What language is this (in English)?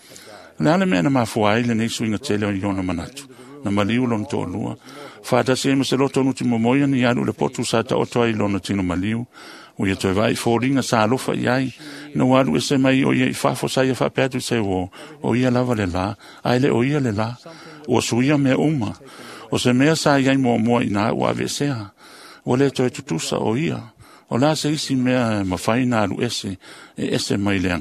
Samoan